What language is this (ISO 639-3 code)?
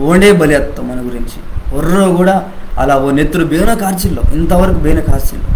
kff